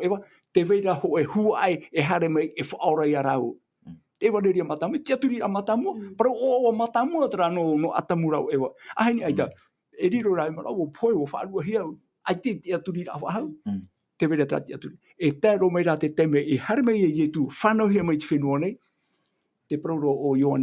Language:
Tahitian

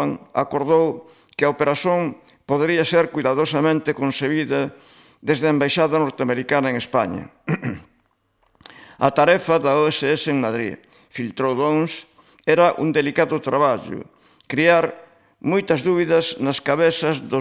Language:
Galician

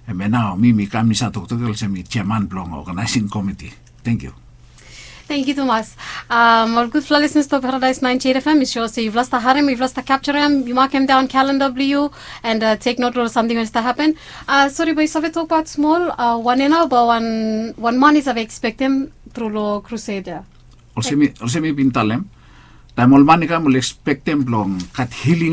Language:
Bislama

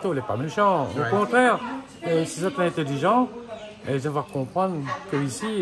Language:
Réunion Creole French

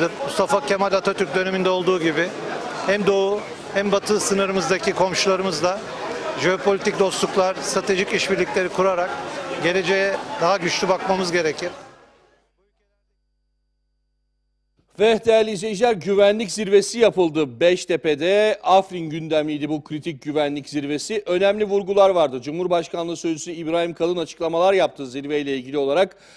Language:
Turkish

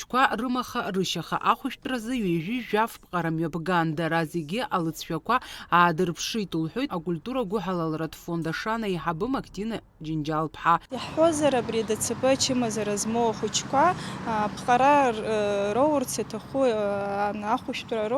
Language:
Abkhazian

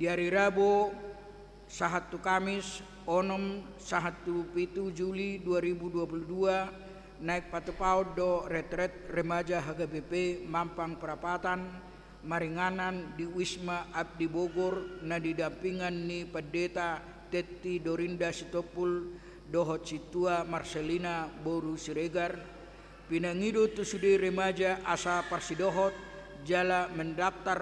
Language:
Batak Toba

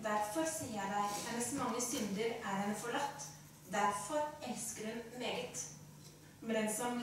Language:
Norwegian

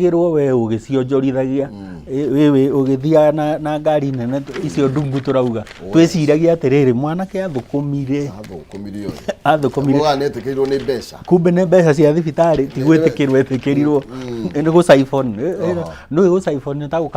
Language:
Kikuyu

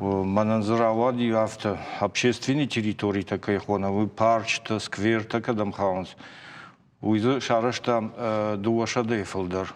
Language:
Ossetic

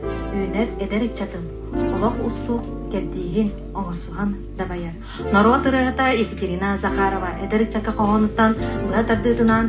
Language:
Yakut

